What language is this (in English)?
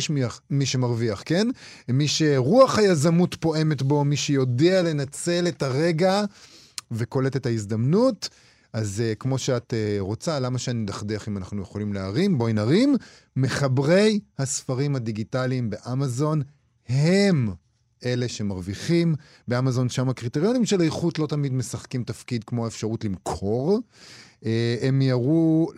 Hebrew